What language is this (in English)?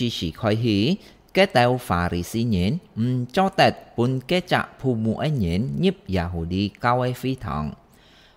Hakka Chinese